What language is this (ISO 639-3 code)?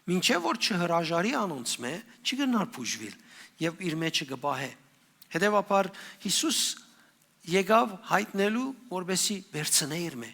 hyw